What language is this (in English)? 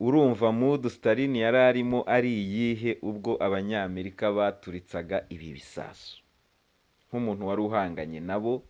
Kinyarwanda